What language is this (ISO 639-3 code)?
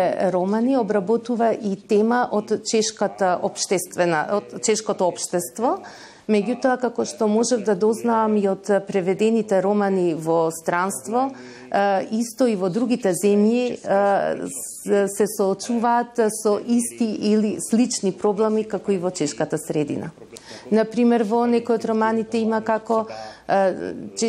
mkd